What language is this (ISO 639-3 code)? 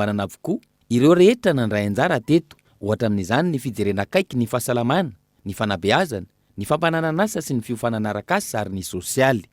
mlg